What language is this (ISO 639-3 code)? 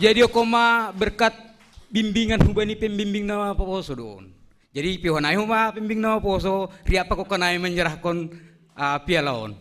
bts